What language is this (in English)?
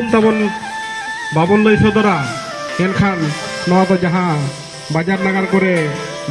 Santali